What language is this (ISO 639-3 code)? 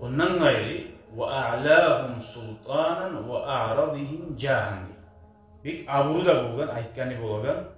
kum